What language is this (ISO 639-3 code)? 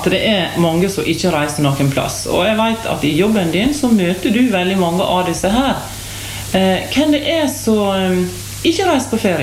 nor